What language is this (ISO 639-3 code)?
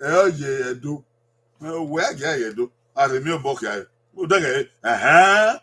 bin